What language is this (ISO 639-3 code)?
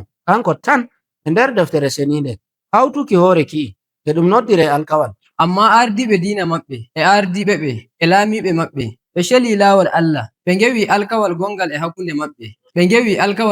fuv